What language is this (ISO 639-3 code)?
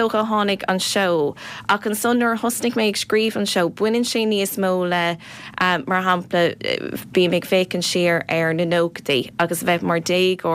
gle